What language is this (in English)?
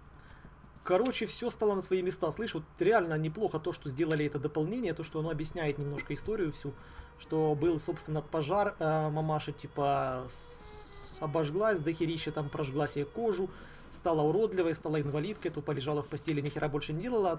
Russian